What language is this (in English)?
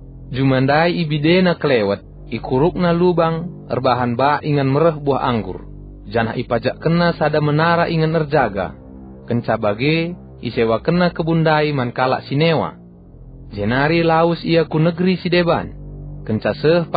Batak Karo